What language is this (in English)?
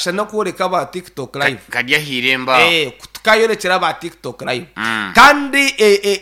Nyankole